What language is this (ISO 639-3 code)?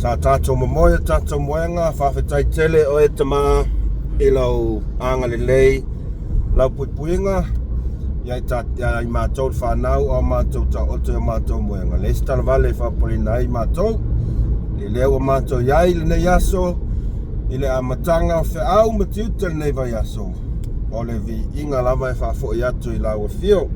smo